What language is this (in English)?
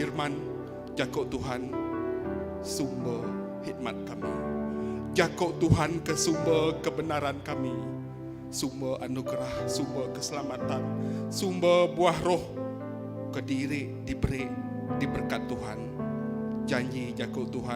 Iban